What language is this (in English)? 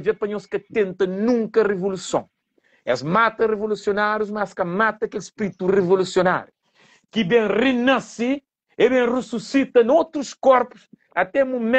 Kabuverdianu